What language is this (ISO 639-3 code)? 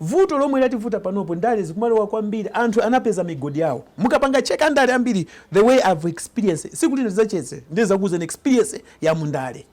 nya